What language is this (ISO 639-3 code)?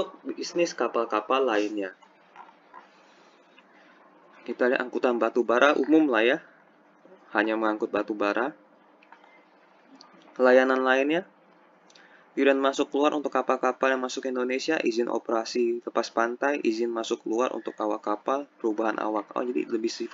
ind